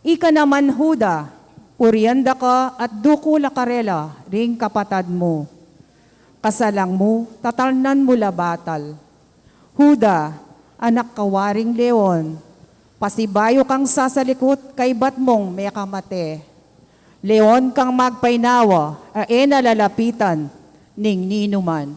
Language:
Pampanga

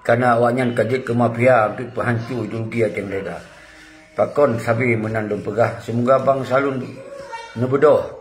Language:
Achinese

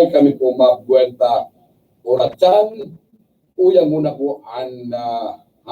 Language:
Bikol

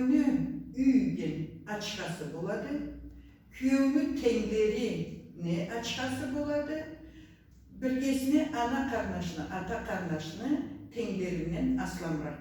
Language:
Karachay-Balkar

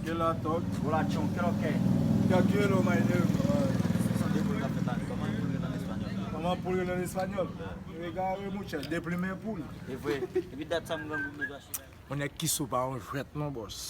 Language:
Haitian Creole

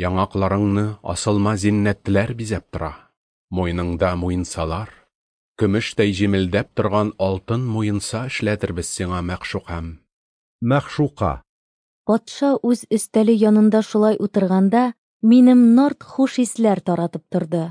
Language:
Tatar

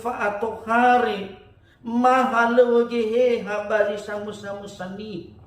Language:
Nias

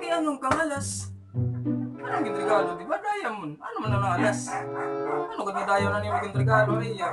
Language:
Waray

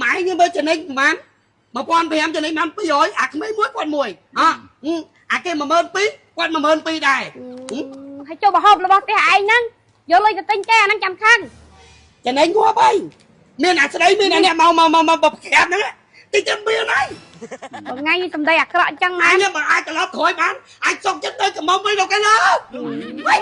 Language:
Khmer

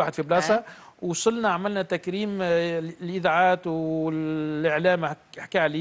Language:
Tunisian Arabic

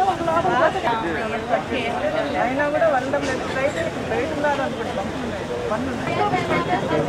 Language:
Telugu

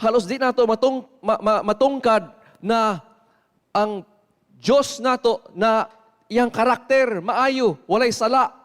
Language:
Cebuano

